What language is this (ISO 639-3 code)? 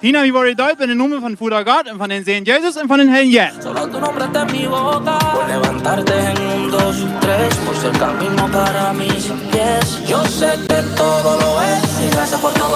pdt